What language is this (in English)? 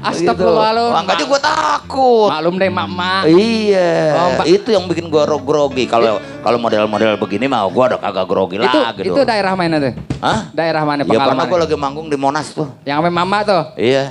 Betawi